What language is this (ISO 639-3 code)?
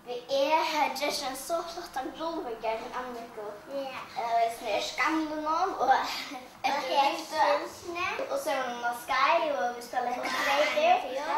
fao